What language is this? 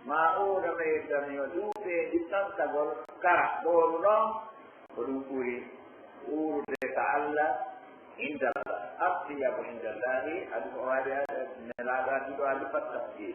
Pular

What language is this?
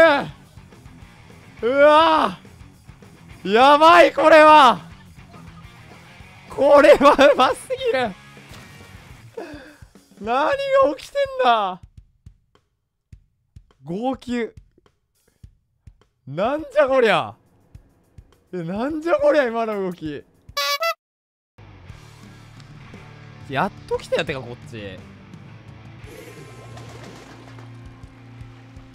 Japanese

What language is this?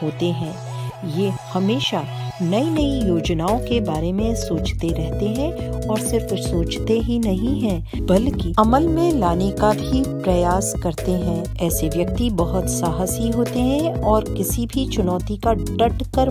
Hindi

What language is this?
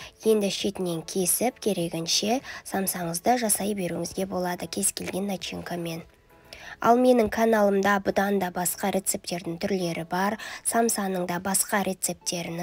Kazakh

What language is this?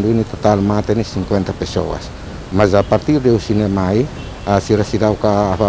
Tetum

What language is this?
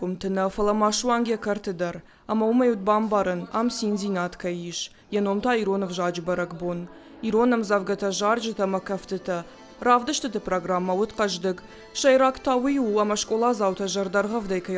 Ossetic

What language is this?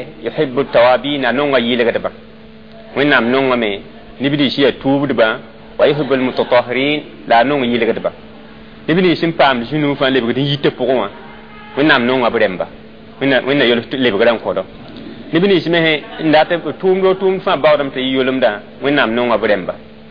Mossi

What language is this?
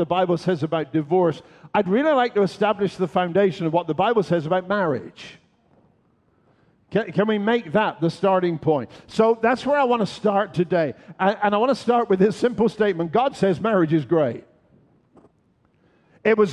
English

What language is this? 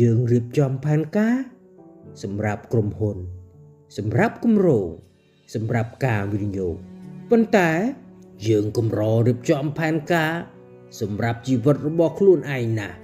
Khmer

